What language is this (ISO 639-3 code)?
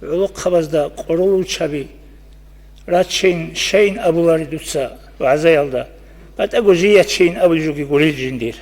ava